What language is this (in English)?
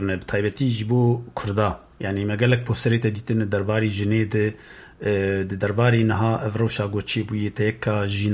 Kurdish